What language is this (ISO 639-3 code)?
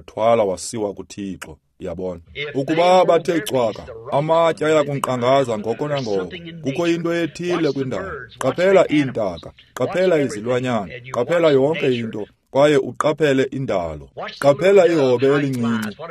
xho